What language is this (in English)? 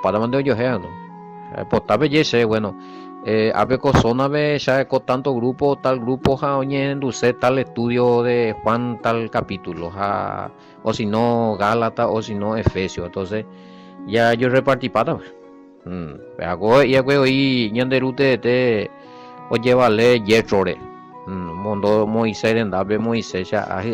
Guarani